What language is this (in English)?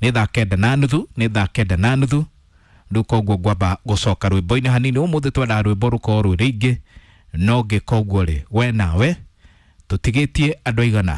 Kikuyu